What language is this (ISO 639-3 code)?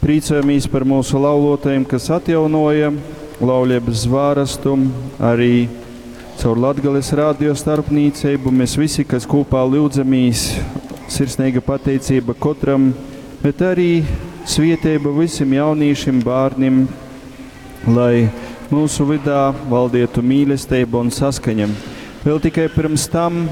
ltg